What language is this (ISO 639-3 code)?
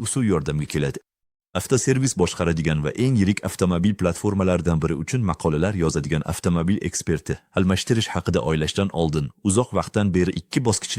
uzb